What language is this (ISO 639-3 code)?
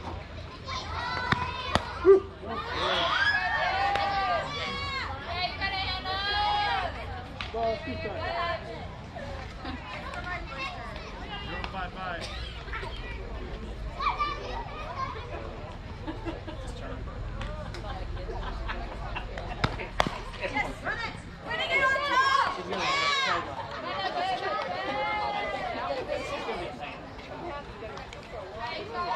eng